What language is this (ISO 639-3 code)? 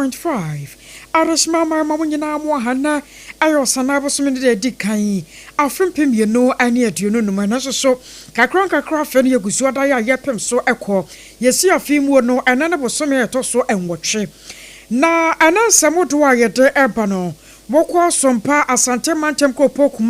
aka